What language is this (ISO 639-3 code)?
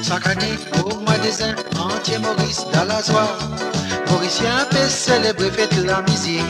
mfe